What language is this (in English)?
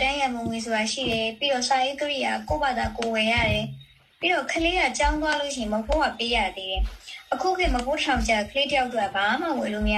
Burmese